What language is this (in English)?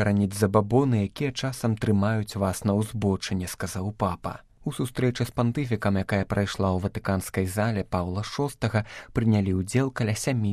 Belarusian